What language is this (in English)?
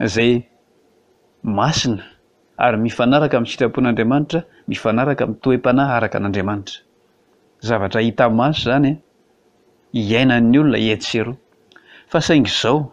Malagasy